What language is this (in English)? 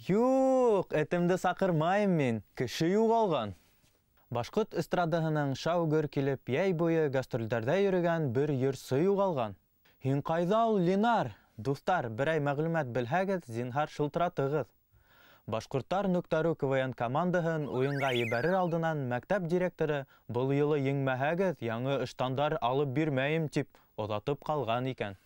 Bashkir